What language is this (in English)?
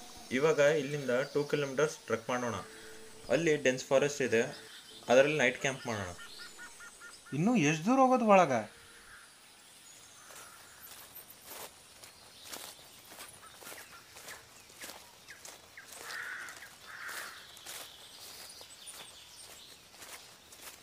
Kannada